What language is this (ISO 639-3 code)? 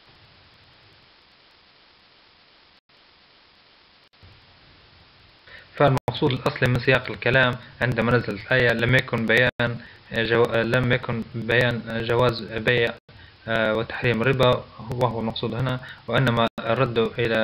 ara